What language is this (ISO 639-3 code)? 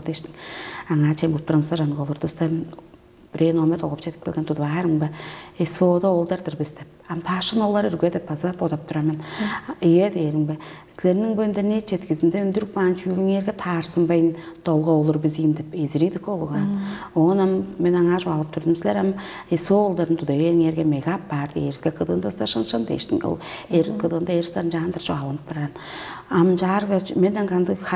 tyv